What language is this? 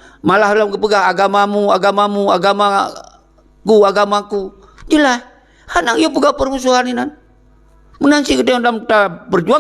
Achinese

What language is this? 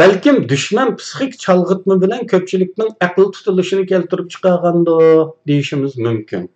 Uyghur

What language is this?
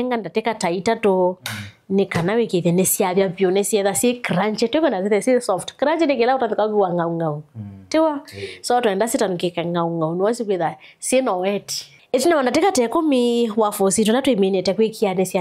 Kamba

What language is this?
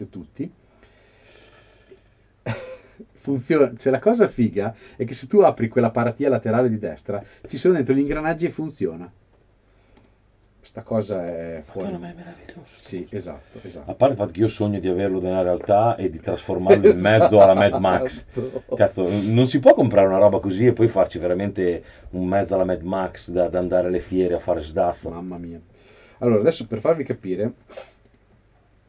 Italian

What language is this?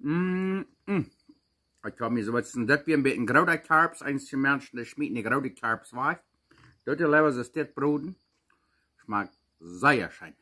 Plautdietsch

